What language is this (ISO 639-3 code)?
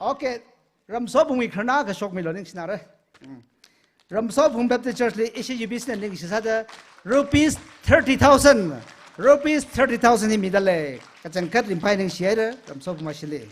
nmf